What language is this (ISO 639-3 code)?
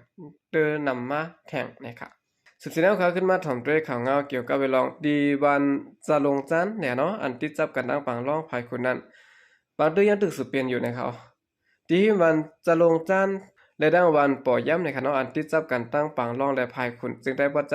shn